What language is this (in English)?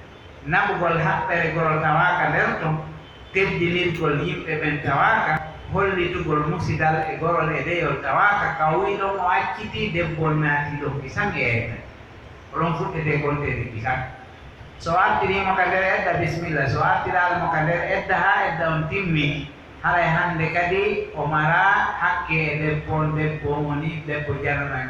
Pular